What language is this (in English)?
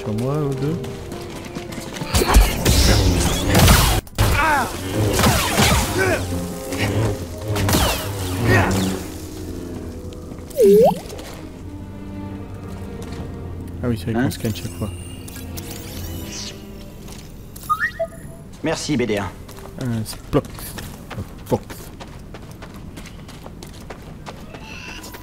French